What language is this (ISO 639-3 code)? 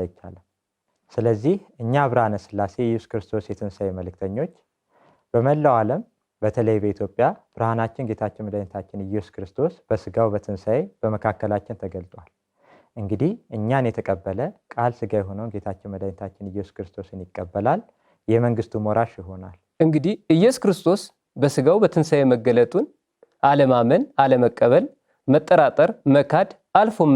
amh